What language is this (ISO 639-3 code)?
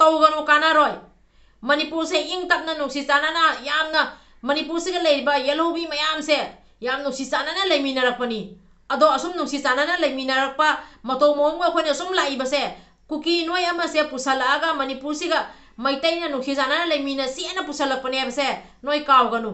mni